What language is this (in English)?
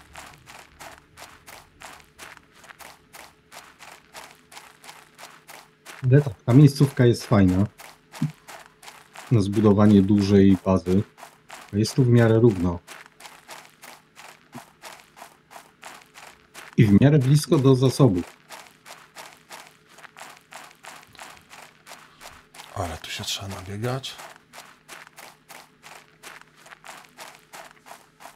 Polish